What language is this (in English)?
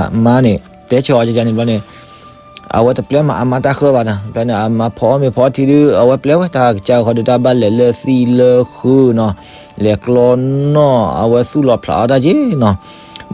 S'gaw Karen